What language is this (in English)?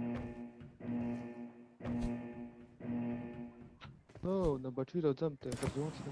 Vietnamese